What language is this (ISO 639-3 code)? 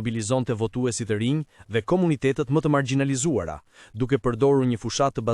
sqi